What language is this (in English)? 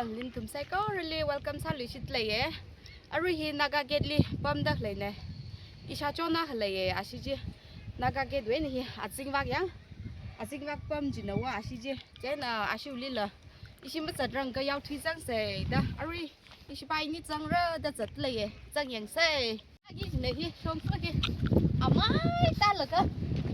Tangkhul Naga (India)